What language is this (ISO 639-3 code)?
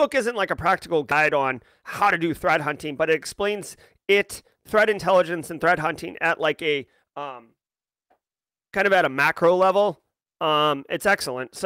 eng